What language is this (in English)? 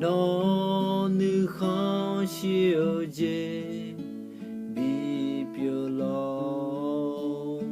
Akha